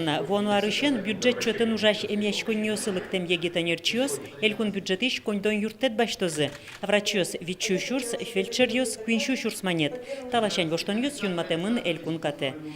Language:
Udmurt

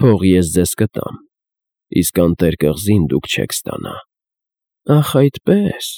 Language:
Armenian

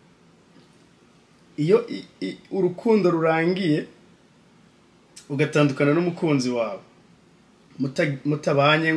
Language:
Kinyarwanda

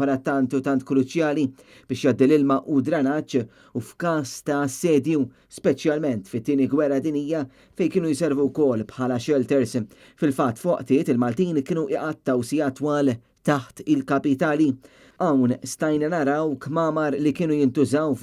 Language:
Maltese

